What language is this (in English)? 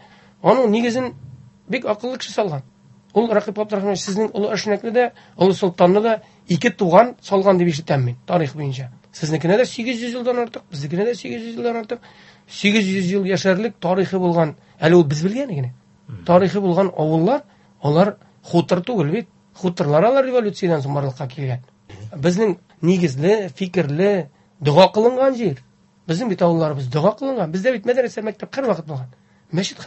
Tatar